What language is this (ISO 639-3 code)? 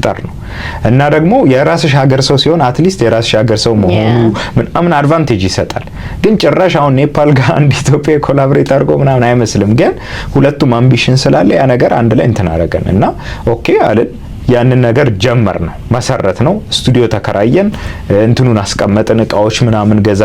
amh